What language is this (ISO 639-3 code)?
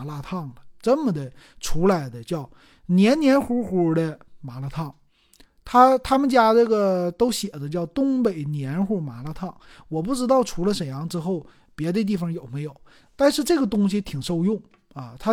zho